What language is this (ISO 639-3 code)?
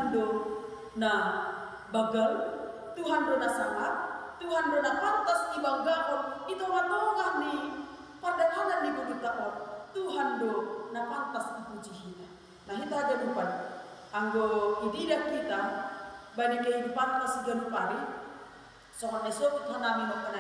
bts